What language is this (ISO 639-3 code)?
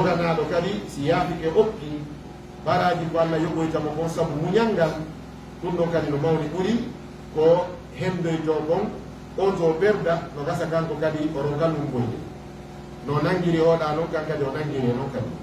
ful